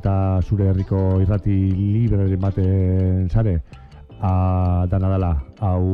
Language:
Basque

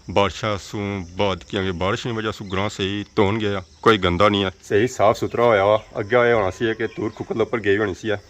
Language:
Pahari-Potwari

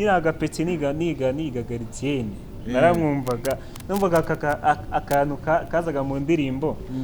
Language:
Kinyarwanda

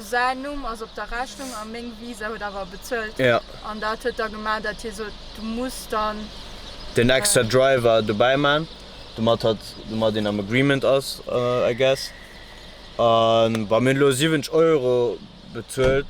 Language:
Luxembourgish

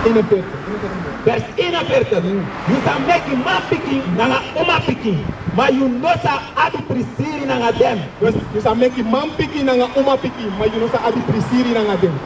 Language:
Sranan Tongo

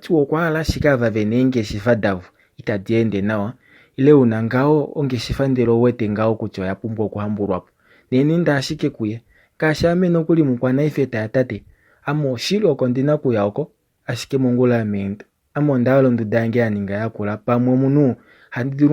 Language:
Kuanyama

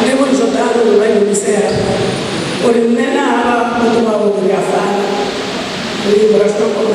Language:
Venda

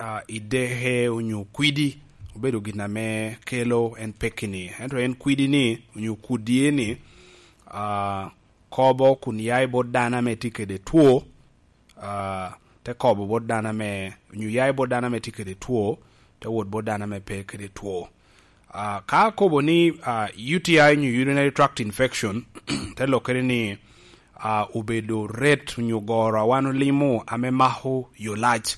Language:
Lango (Uganda)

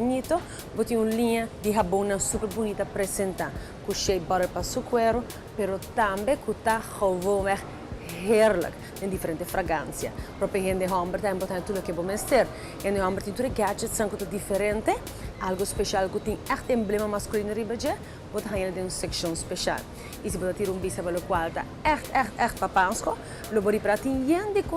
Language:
Papiamento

